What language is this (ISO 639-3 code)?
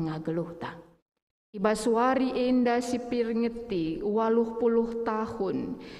btx